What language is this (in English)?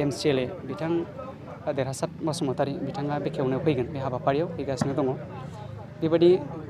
Bodo